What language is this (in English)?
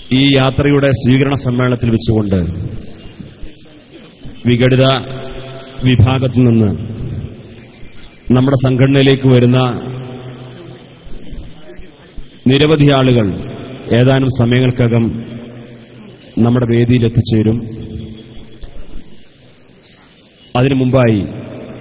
Malayalam